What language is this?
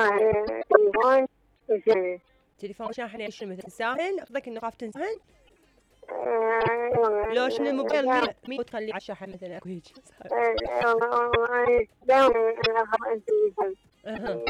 Mesopotamian Arabic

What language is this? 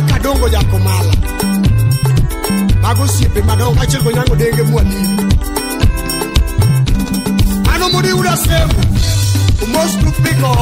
Luo (Kenya and Tanzania)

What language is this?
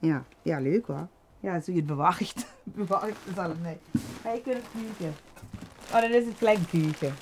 Limburgish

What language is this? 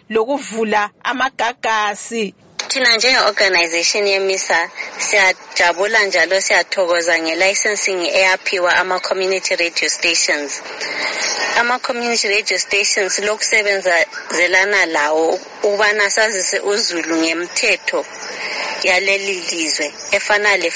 North Ndebele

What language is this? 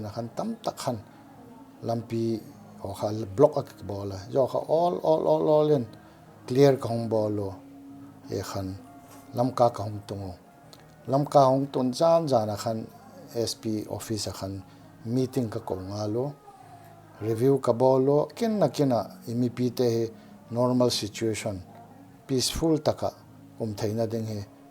Paite Chin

